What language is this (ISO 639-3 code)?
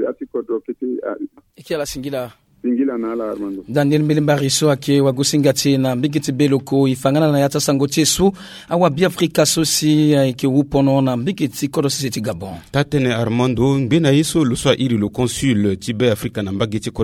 sag